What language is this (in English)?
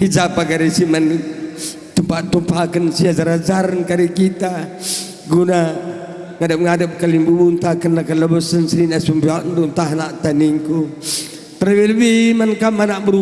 Batak Karo